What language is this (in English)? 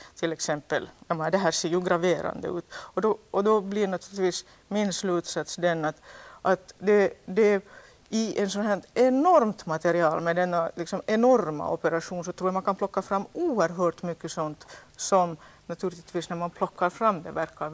Swedish